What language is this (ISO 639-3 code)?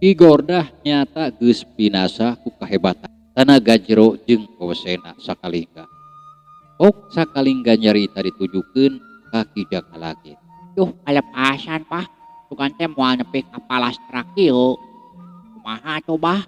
sun